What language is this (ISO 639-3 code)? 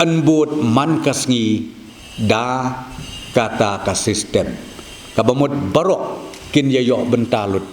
kha